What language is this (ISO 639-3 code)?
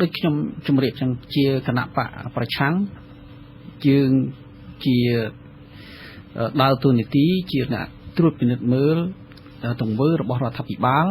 khm